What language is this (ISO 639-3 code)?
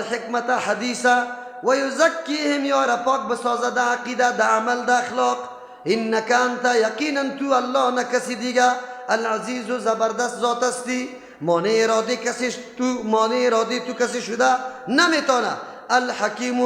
fas